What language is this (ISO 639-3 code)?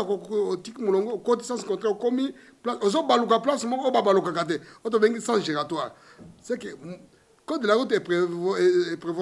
lin